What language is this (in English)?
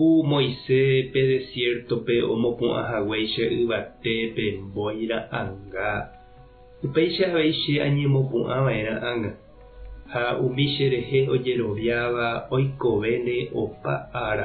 Guarani